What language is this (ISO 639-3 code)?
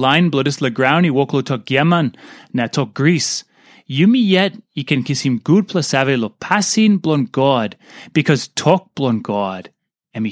tpi